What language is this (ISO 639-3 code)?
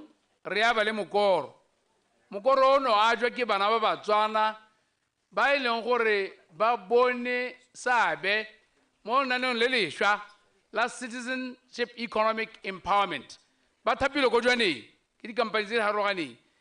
tsn